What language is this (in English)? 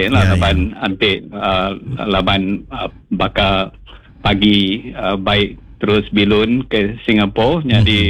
Iban